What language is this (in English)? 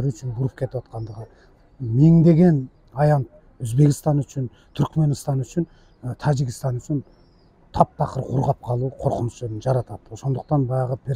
Kyrgyz